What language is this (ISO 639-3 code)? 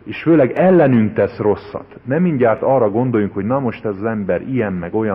hun